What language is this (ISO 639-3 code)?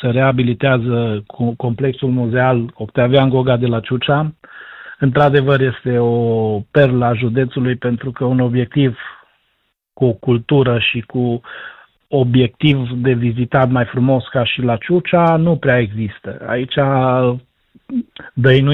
ron